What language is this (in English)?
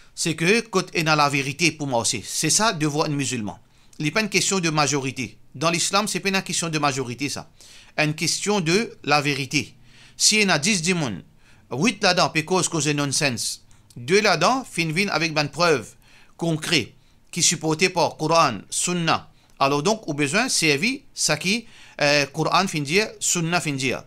Morisyen